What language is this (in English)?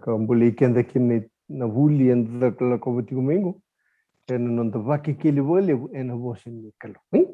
Fijian